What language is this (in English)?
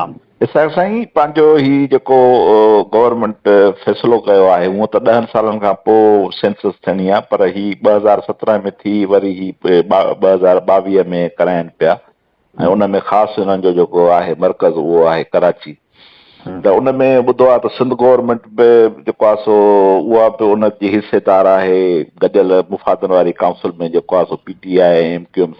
Sindhi